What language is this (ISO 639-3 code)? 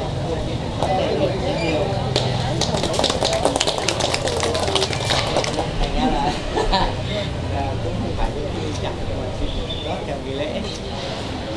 vie